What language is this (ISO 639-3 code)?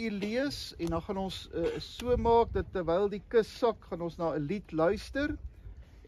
afr